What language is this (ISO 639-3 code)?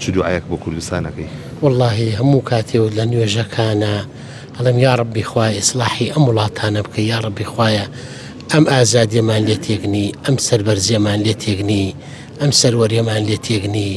ckb